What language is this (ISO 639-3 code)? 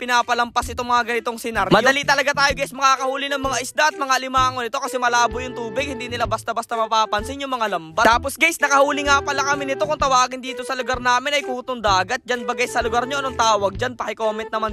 fil